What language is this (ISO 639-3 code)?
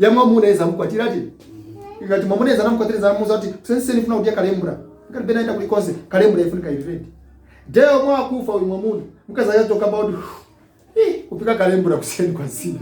nya